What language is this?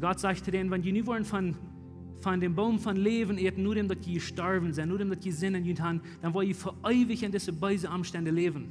Plautdietsch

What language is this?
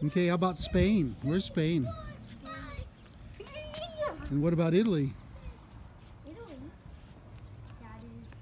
English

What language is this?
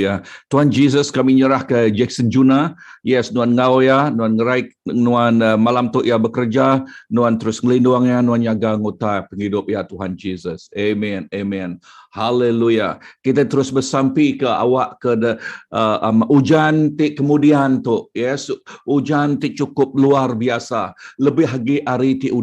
Iban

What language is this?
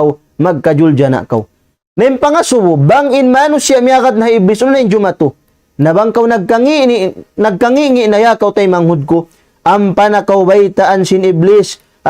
Tausug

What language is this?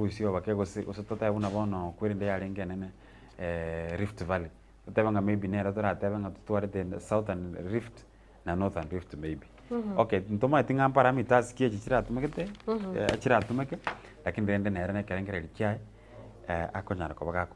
Gusii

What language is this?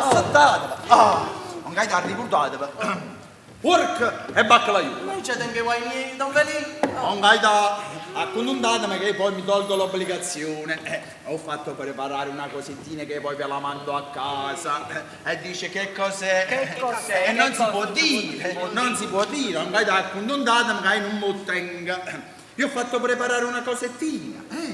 Neapolitan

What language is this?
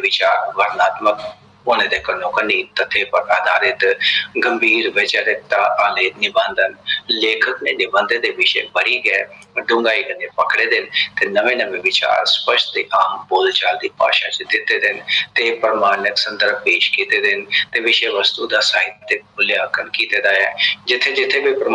Dogri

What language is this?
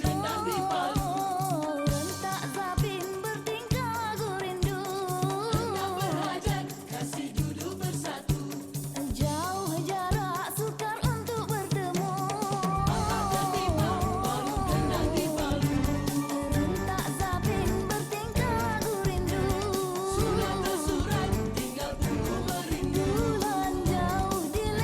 Musi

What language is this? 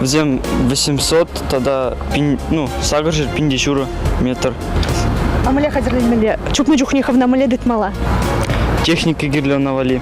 Chuvash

